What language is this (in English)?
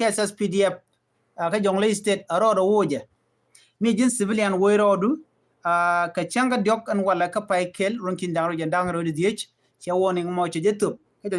Nuer